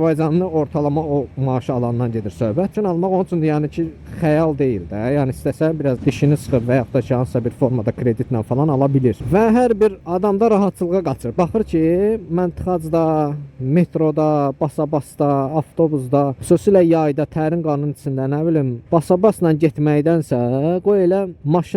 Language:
Azerbaijani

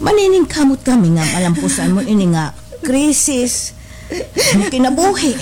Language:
Waray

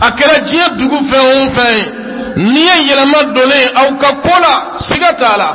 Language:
Bambara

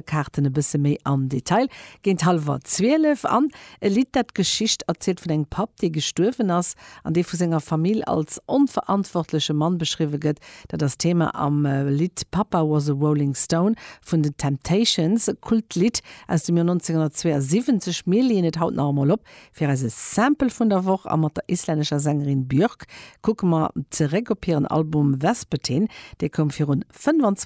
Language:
Luxembourgish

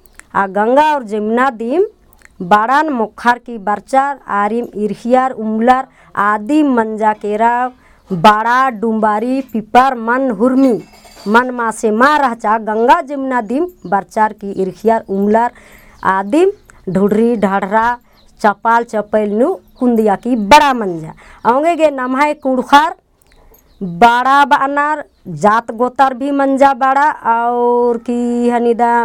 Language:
Kurukh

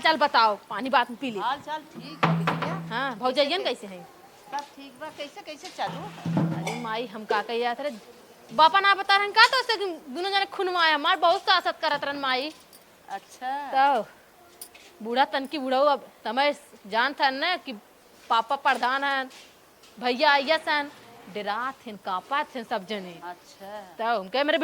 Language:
Awadhi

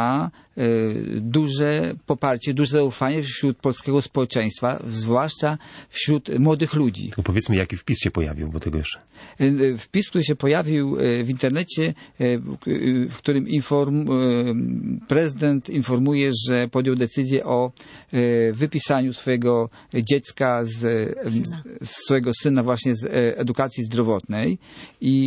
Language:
Polish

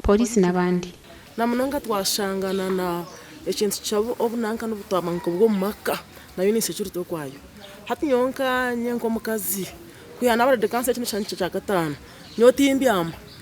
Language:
Nyankole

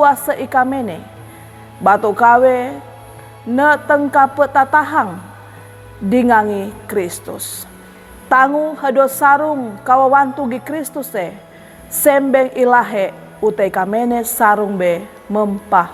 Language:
Sangir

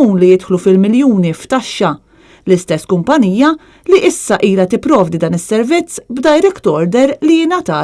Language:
Maltese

